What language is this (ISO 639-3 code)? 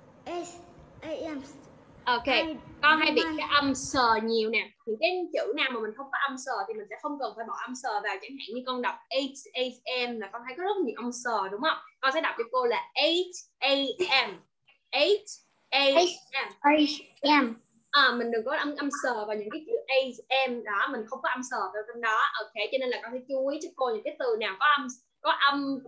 vie